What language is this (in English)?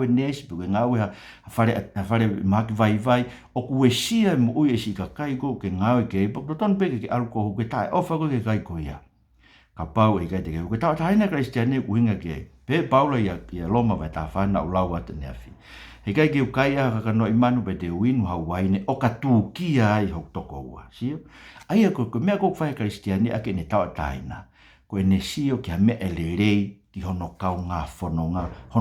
Tongan